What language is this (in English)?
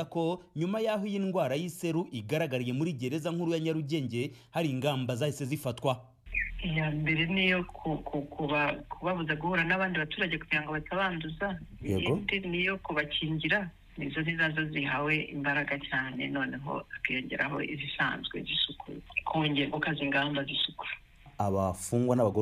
Kinyarwanda